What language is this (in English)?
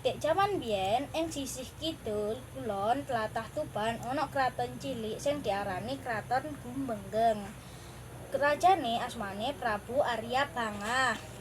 Javanese